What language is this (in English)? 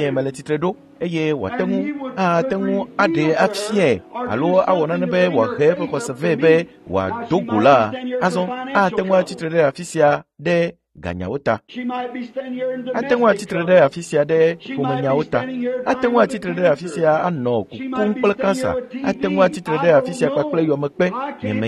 Ewe